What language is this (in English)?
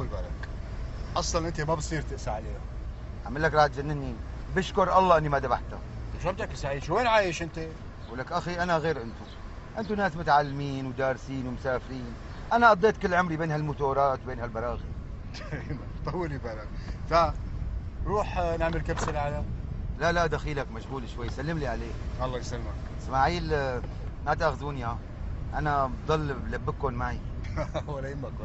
North Levantine Arabic